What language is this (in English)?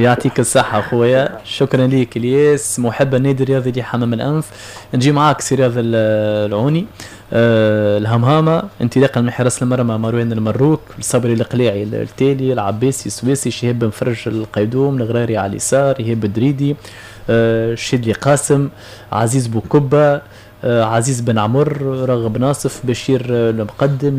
Tunisian Arabic